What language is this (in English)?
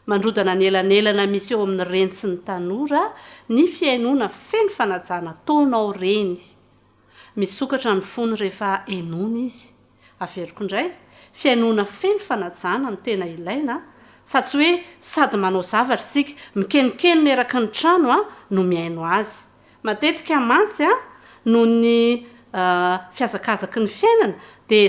Malagasy